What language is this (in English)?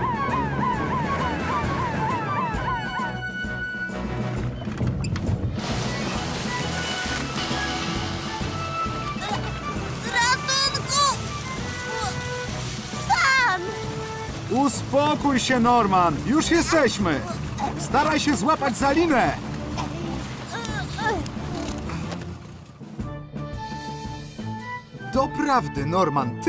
Polish